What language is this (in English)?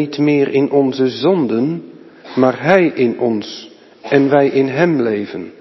Dutch